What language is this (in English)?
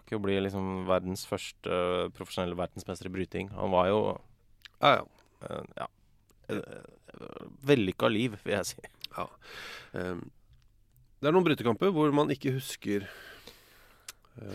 Norwegian